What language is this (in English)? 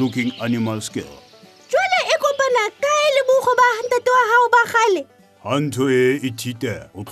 Southern Sotho